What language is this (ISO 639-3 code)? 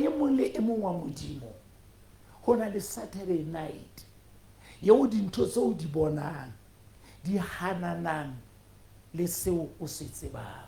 sot